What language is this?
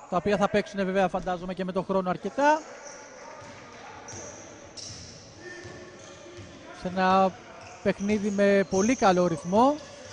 Greek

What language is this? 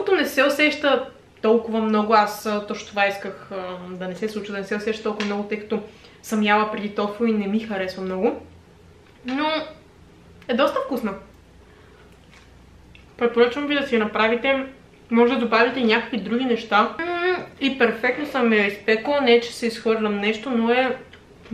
Bulgarian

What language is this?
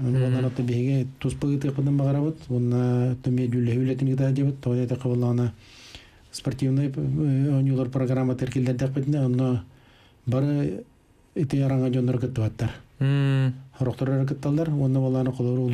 Yakut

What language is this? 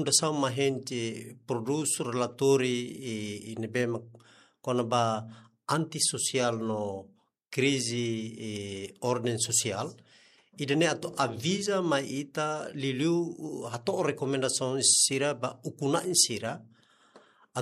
Tetum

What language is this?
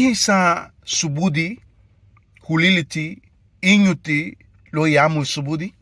Garifuna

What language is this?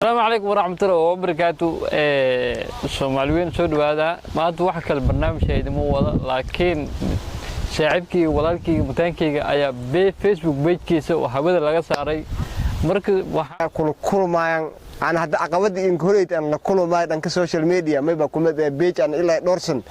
Somali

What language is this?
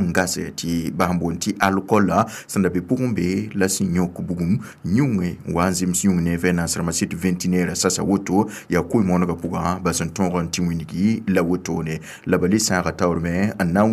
Mossi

